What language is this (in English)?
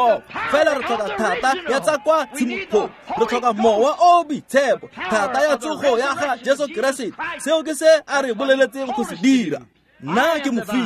Tswana